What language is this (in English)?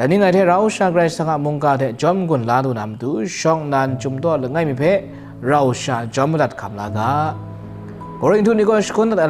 Kachin